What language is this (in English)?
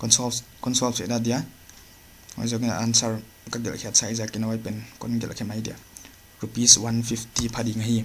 Paite Chin